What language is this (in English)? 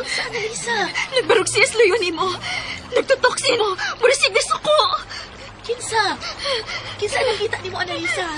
Cebuano